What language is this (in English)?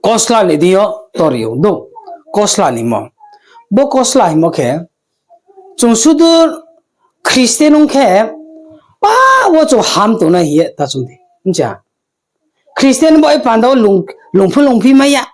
Riang (India)